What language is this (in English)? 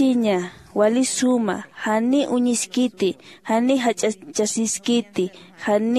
Aymara